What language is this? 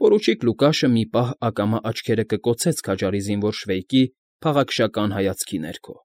Armenian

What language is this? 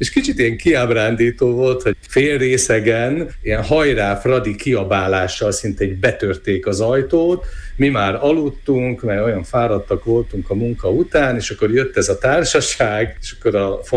Hungarian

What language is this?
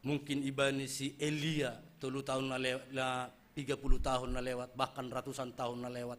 Batak Simalungun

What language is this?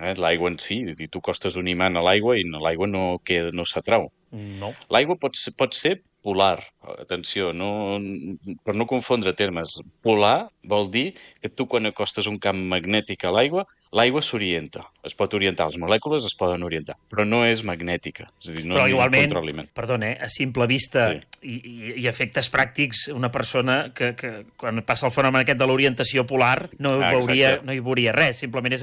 Catalan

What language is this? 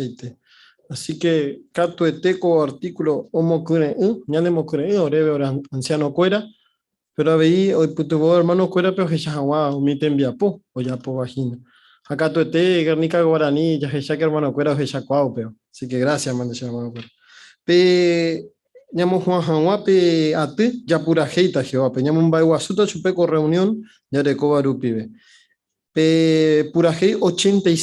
Guarani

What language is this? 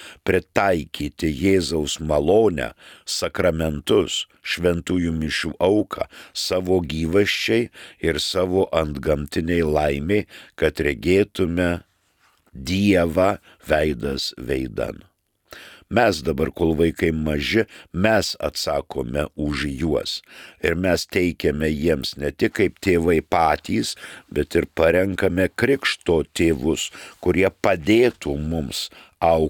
Lithuanian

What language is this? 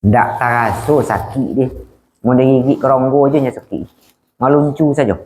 Minangkabau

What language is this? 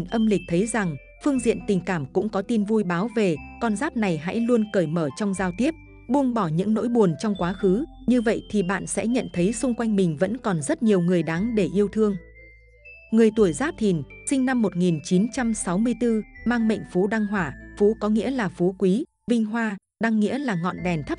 Vietnamese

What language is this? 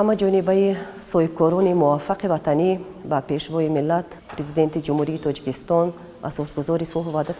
Tajik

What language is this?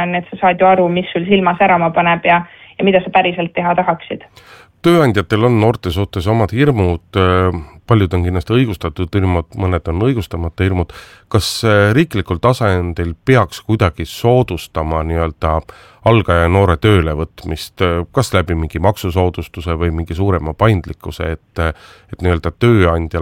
Estonian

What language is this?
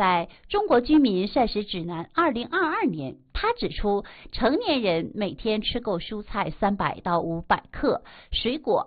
Chinese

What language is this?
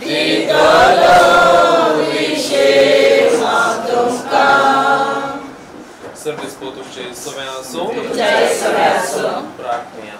Konkani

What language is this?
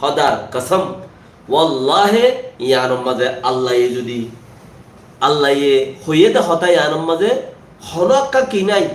Rohingya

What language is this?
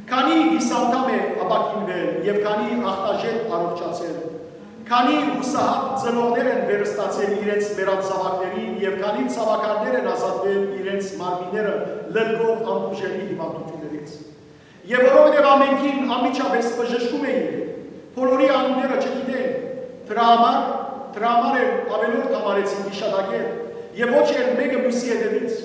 Western Armenian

